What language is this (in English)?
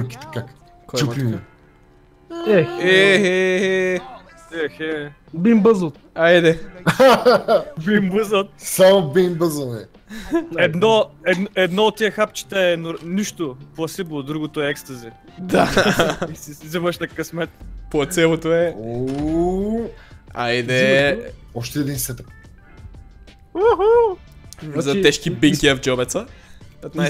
Bulgarian